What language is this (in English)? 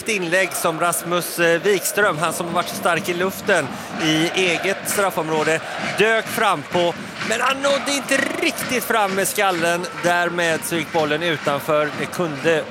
Swedish